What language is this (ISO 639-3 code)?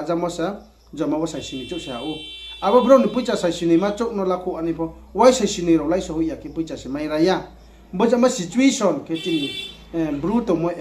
ria